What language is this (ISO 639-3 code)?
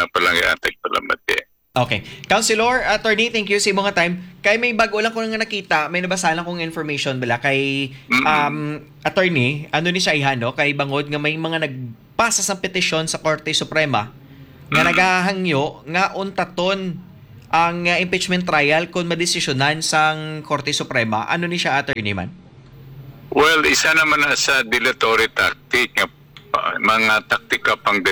hil